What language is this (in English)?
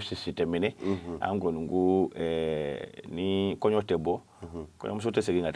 Bambara